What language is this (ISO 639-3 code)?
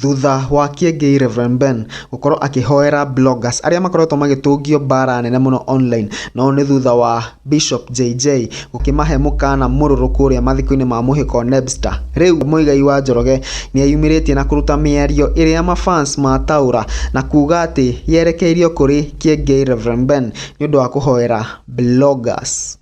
kik